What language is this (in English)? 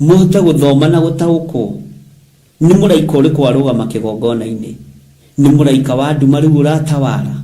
Kikuyu